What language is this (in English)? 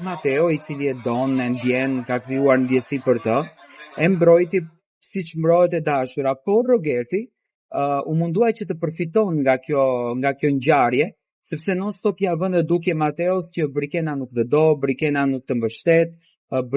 Albanian